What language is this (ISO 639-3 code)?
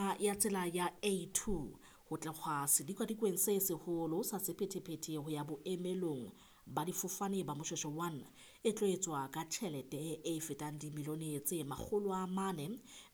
sot